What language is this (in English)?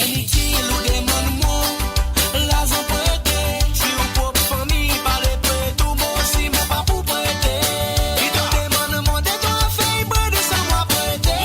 Morisyen